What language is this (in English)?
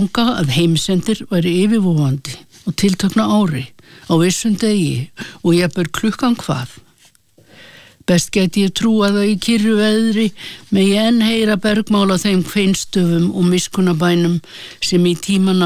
Icelandic